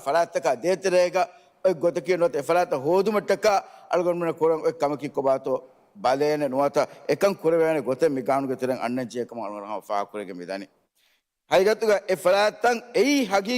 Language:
Divehi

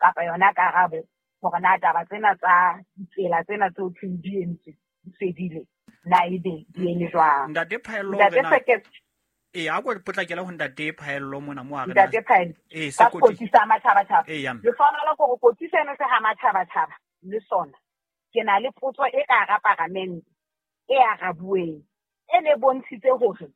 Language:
Southern Sotho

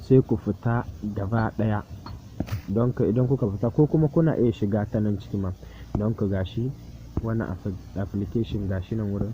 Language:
Hausa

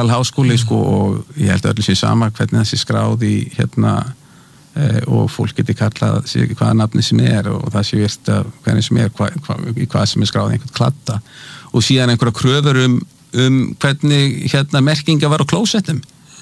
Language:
Icelandic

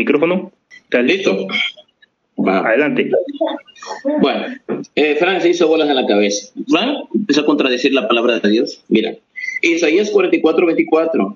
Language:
Spanish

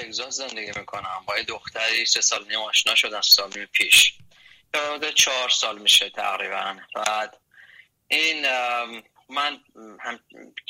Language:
Persian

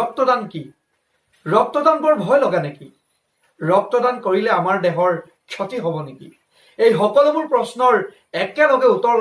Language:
Assamese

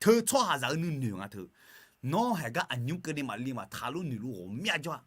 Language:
Akha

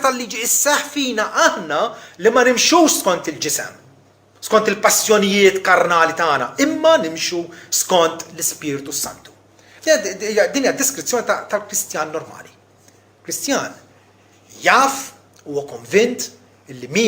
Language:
Maltese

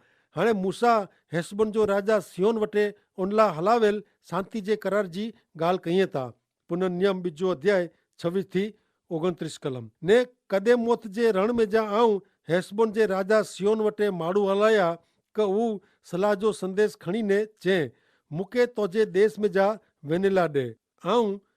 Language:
Kachhi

